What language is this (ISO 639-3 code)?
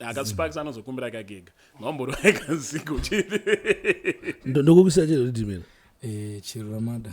sna